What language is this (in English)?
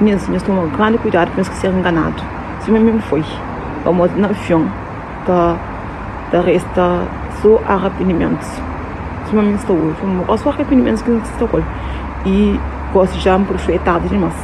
Kabuverdianu